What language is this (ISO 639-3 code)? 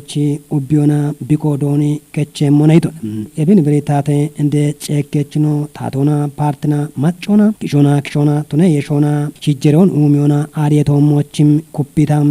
kbr